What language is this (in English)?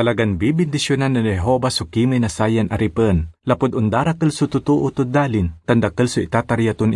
Pangasinan